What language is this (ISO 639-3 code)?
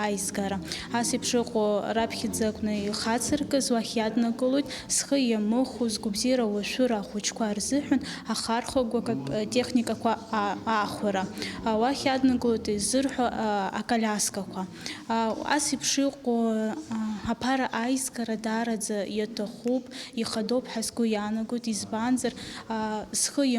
abk